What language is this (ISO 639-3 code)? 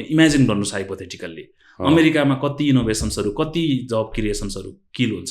nep